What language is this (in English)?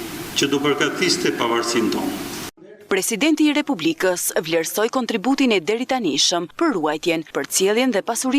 Albanian